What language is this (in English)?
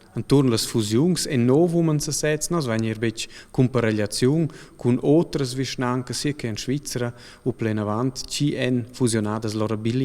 Romansh